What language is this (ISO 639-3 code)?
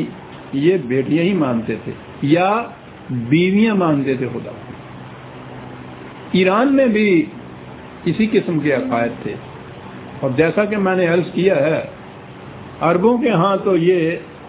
urd